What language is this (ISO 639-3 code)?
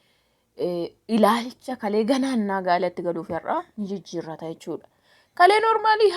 orm